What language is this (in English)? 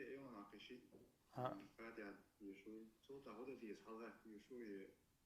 Chechen